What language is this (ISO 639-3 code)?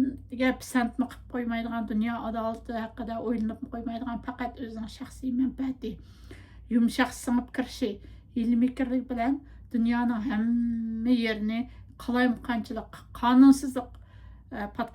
uig